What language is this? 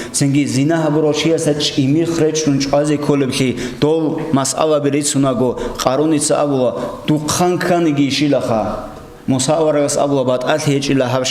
Avaric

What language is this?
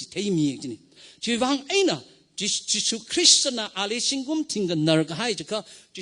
Tangkhul Naga (India)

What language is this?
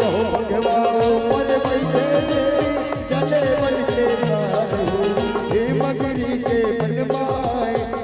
Chhattisgarhi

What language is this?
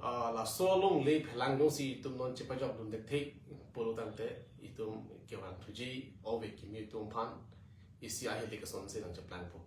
Karbi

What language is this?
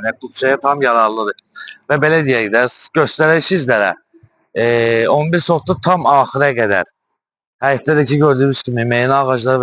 Azerbaijani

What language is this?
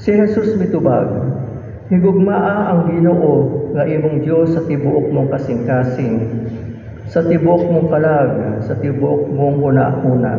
Cebuano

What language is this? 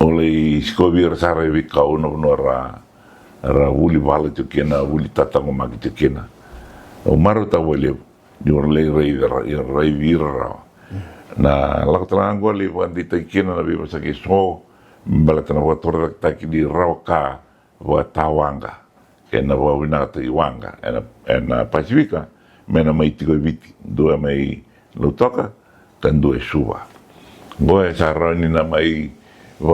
Fijian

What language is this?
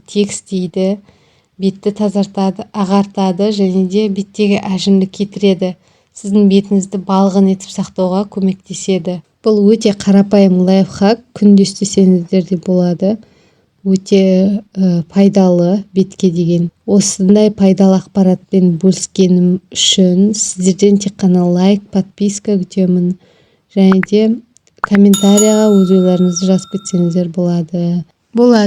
Kazakh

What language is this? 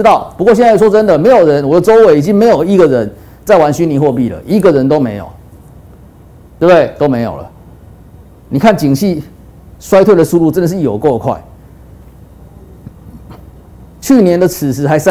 Chinese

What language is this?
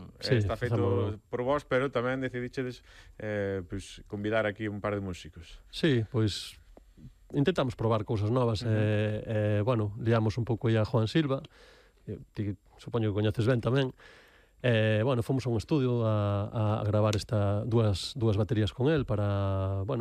Galician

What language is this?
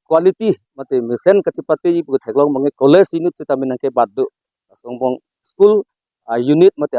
Karbi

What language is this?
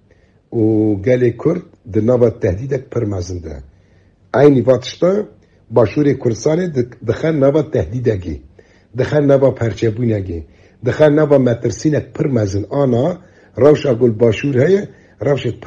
Kurdish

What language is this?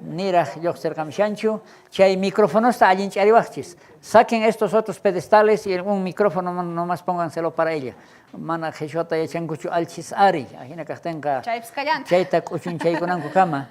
South Bolivian Quechua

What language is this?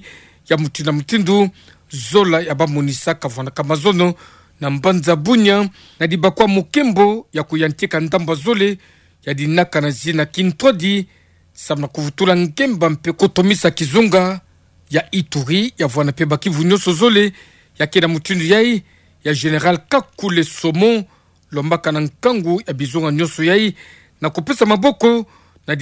Kituba (Democratic Republic of Congo)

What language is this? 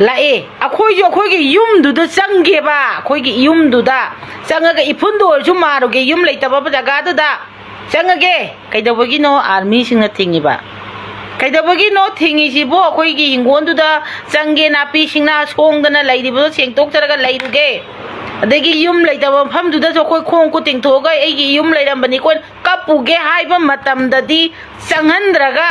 Manipuri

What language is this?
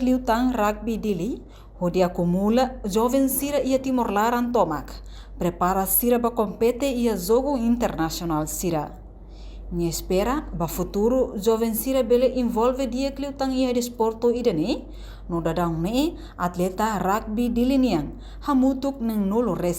Tetum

